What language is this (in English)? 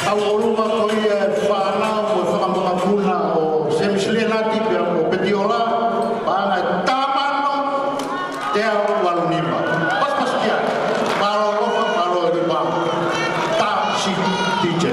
Tongan